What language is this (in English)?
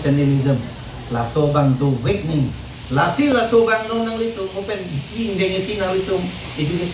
Karbi